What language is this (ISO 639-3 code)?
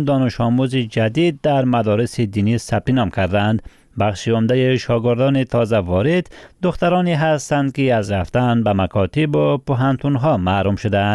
fas